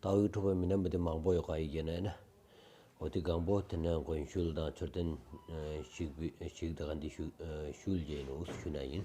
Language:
Stod Bhoti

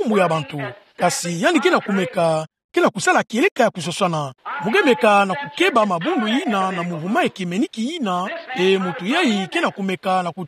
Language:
Kituba (Democratic Republic of Congo)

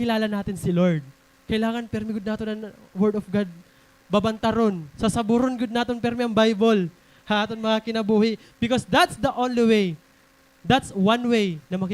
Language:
Waray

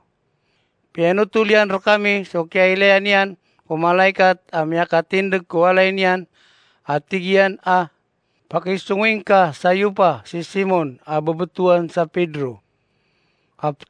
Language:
Maranao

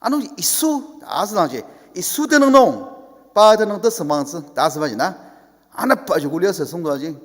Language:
Ao Naga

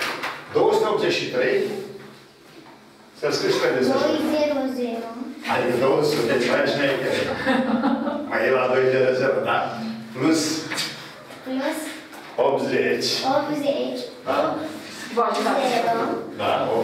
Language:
Romanian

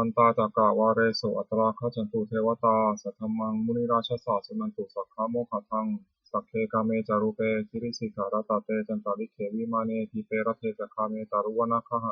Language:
Pali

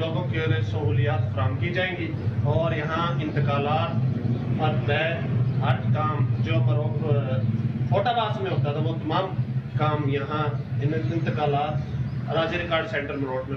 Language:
Urdu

